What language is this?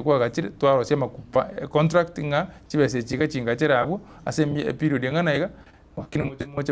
Gusii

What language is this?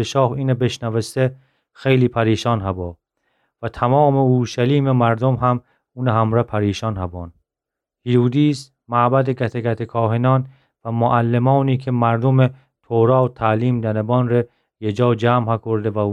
Gilaki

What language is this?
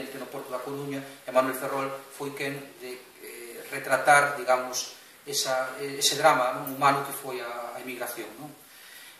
Galician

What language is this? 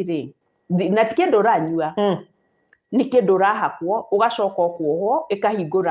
Kikuyu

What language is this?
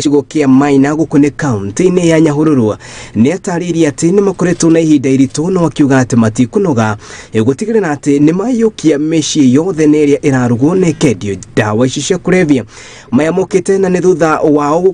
Kikuyu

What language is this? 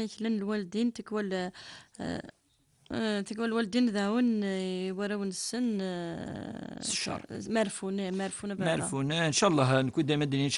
Kabyle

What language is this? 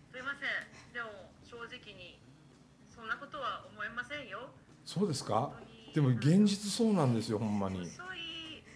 Japanese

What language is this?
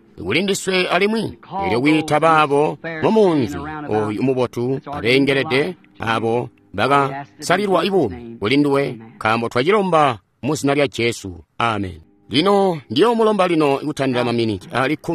Tonga (Zambia)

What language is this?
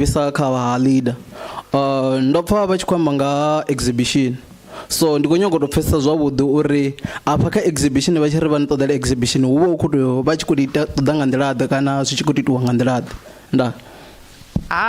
Venda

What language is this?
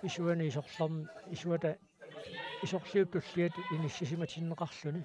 Kalaallisut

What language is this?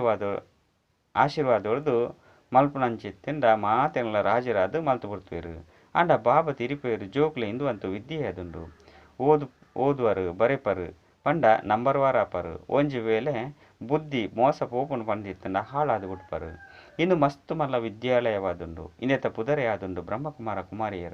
Tulu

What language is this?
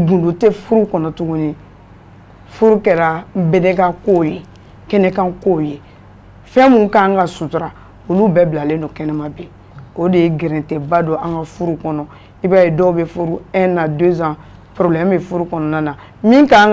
Bambara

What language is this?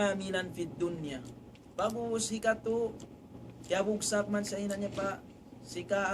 Tausug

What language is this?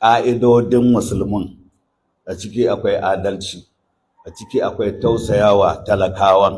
Hausa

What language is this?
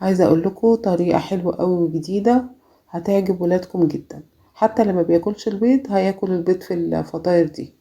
Egyptian Arabic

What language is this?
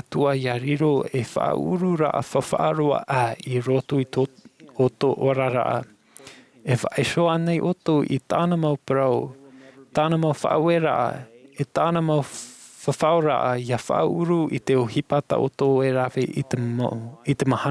Tahitian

